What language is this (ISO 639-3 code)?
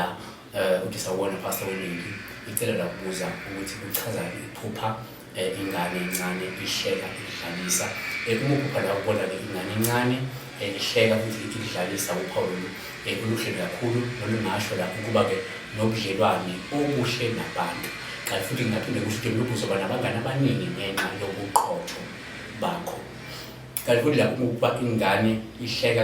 zul